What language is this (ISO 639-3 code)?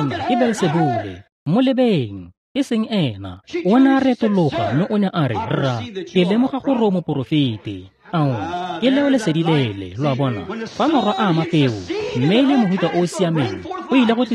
tsn